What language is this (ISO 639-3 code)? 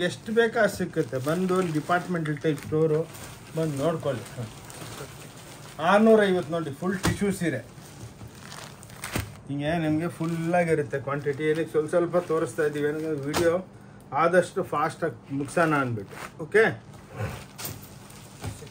kan